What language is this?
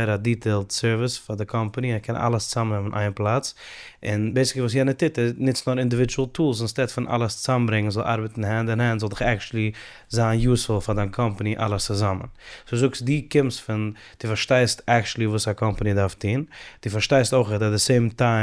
Yiddish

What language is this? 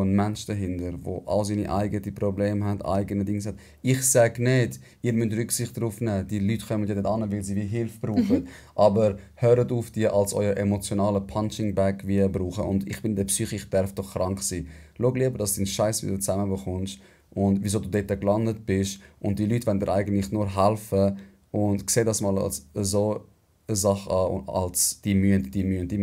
Swiss German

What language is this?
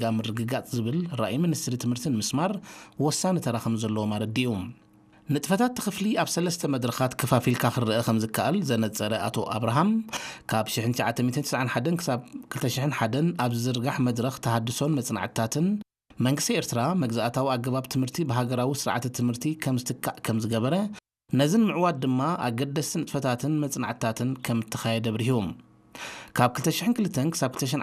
Tigrinya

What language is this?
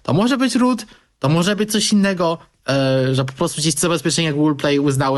Polish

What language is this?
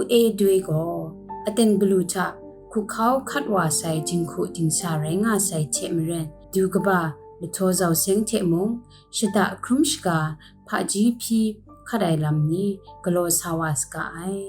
Kachin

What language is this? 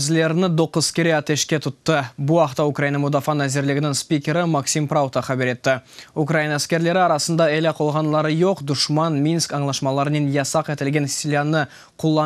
Crimean Tatar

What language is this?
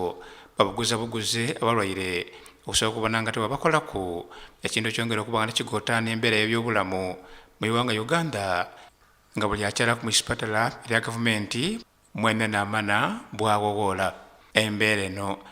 Soga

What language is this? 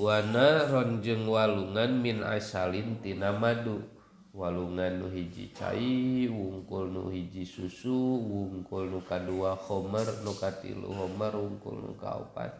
Sundanese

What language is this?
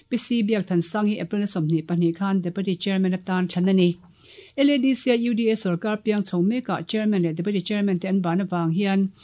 Mizo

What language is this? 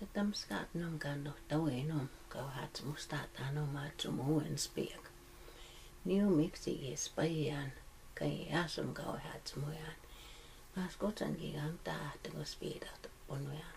Plains Cree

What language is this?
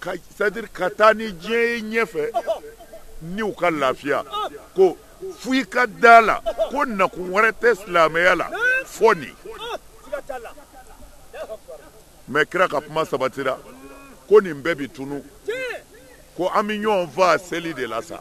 Bambara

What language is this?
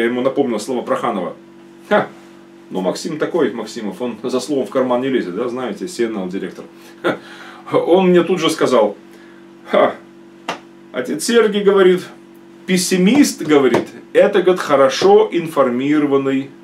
Russian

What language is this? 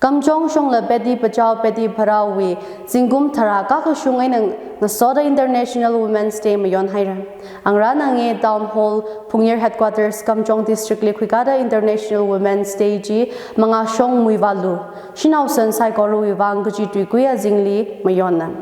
Tangkhul Naga (India)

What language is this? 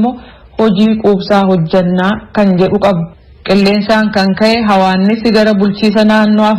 Oromo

